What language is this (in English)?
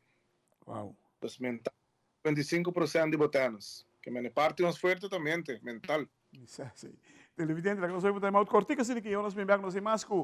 Papiamento